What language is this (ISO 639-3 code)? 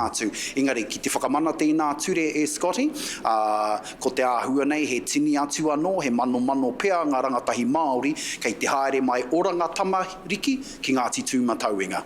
mri